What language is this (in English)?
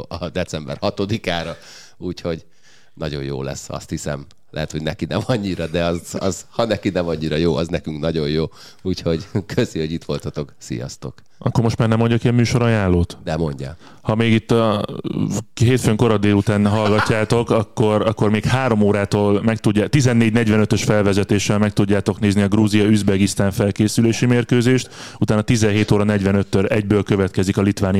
Hungarian